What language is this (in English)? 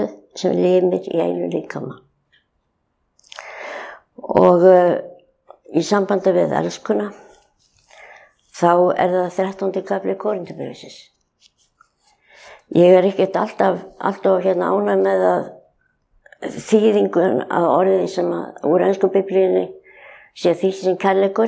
Icelandic